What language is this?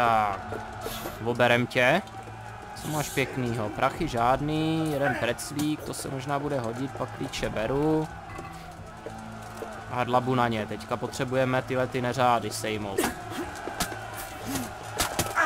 Czech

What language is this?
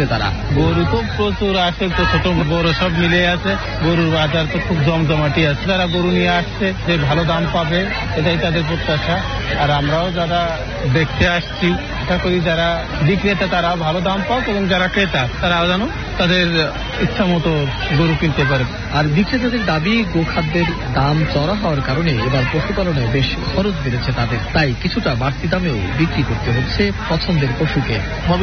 Bangla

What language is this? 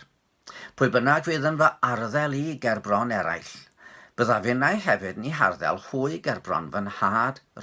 Welsh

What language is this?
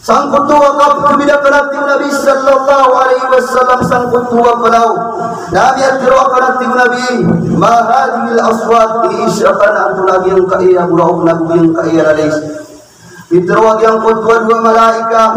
Maranao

